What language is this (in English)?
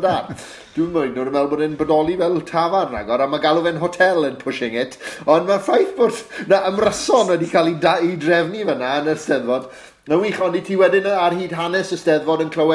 Welsh